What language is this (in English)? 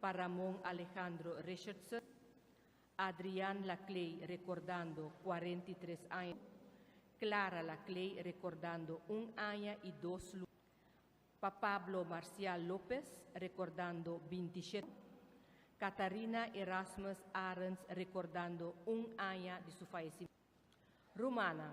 Papiamento